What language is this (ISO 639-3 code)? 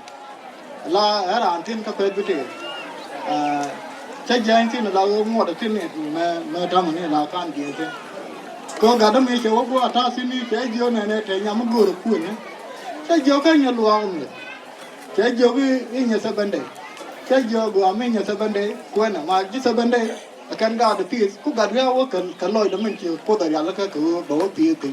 nus